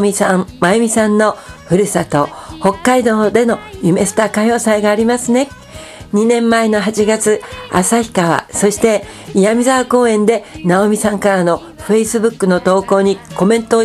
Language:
Japanese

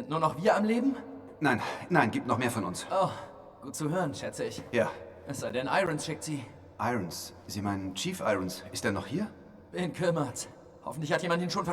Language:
Bavarian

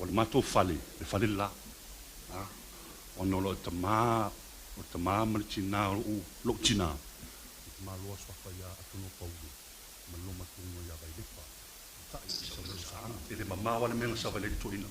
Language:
Samoan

